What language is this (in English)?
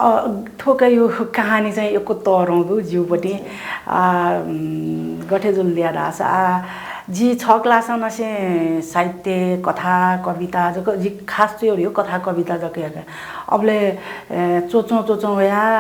Newari